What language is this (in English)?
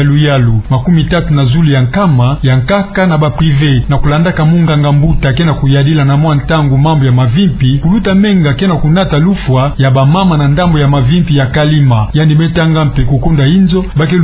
Kituba (Democratic Republic of Congo)